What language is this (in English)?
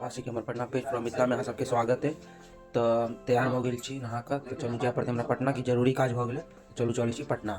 Maithili